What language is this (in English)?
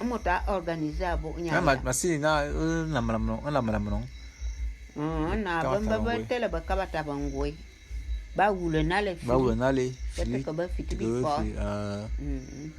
Bulu